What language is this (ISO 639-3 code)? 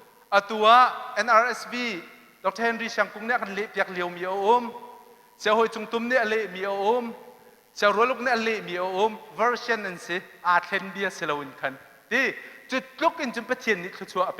cnh